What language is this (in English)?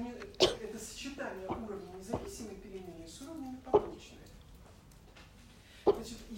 Russian